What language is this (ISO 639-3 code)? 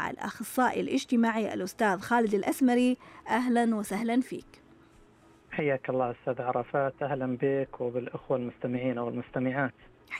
ars